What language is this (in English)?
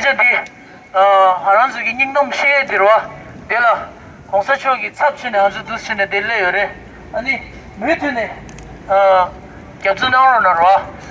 Tibetan